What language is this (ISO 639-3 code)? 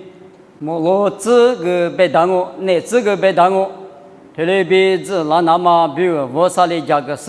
lis